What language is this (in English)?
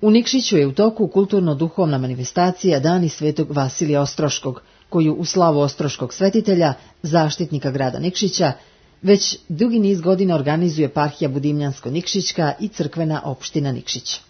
Serbian